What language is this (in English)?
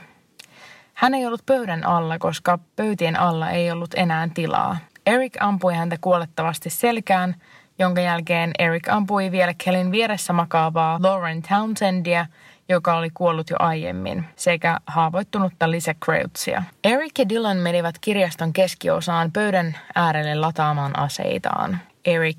Finnish